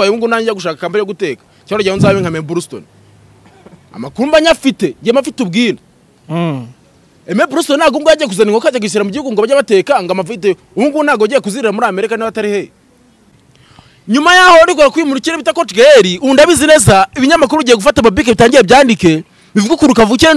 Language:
Kinyarwanda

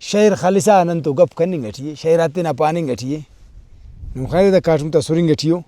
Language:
Brahui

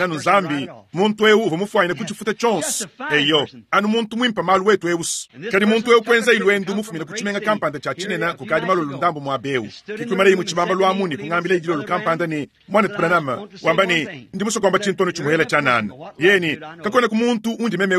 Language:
Luba-Lulua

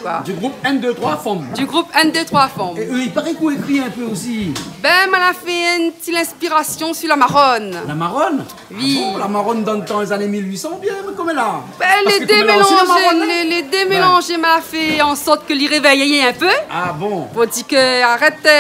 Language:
Réunion Creole French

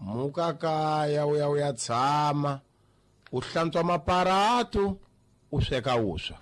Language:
Tsonga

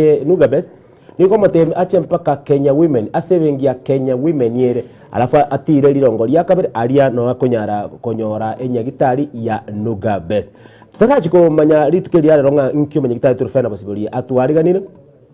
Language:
Gusii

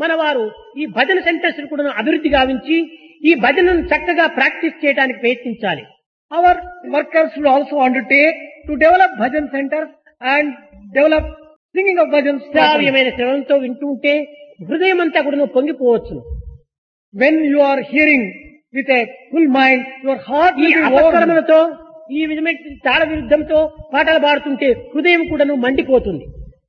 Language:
Telugu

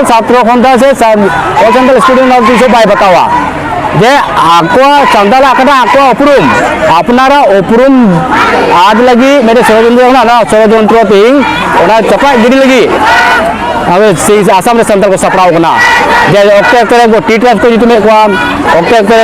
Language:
Santali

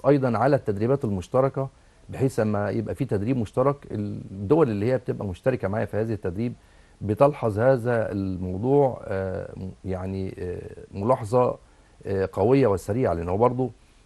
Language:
Egyptian Arabic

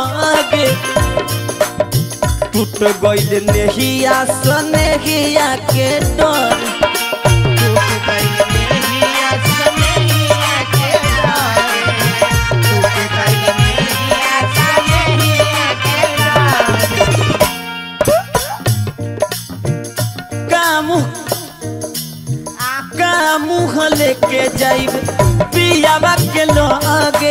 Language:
Bhojpuri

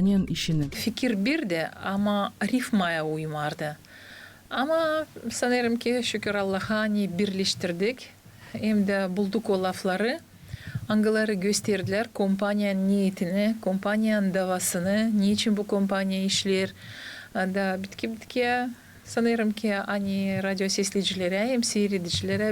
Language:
Gagauz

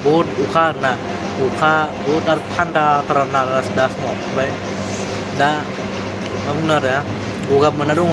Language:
Bodo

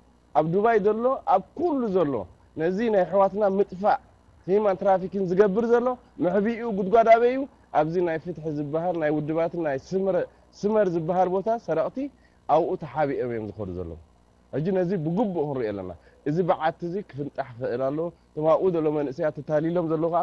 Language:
Tigrinya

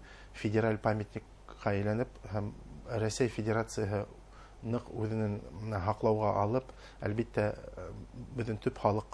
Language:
Bashkir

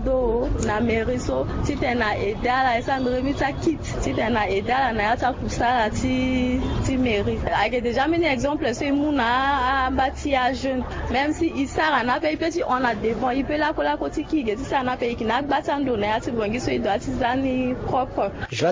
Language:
Sango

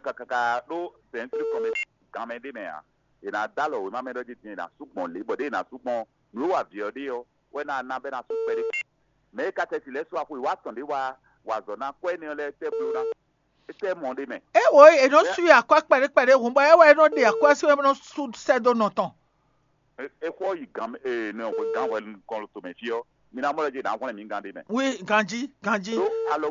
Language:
Fon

